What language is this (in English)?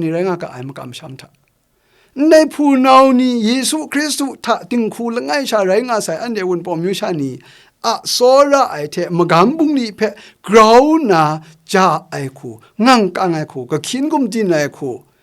Kachin